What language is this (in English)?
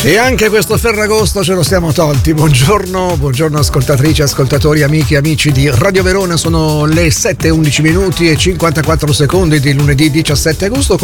Italian